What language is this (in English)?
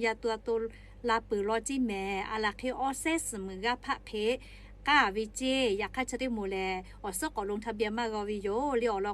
Lahu